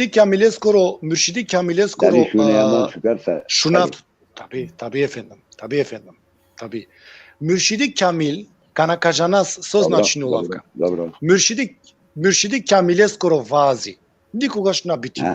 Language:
Balkan Romani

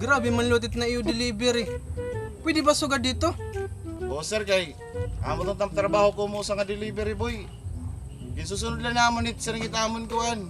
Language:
Waray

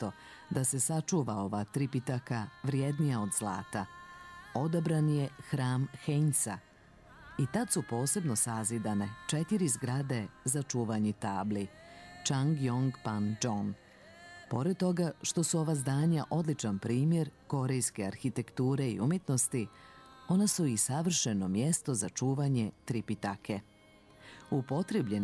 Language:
Serbian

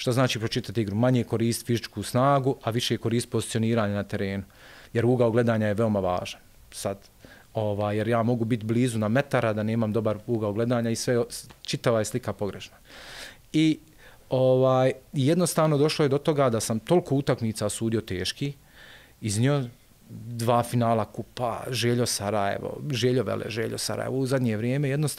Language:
Bosnian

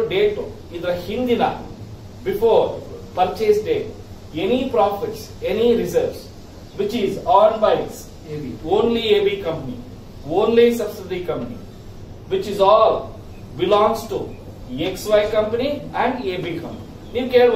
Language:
Kannada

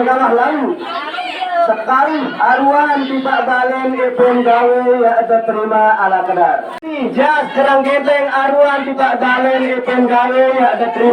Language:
Sasak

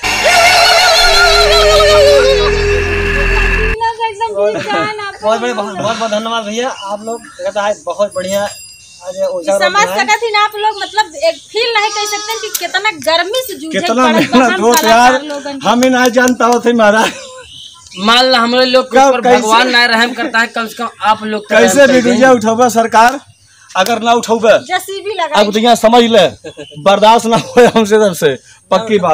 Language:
Bhojpuri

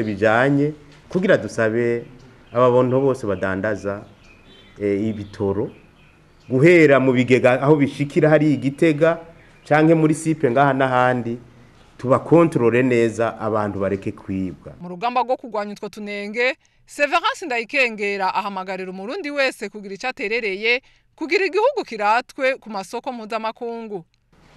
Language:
Rundi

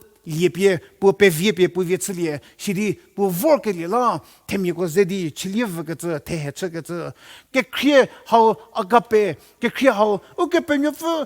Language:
Angami Naga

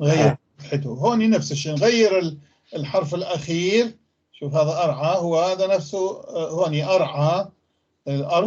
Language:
North Levantine Arabic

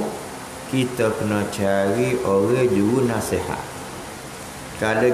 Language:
Malay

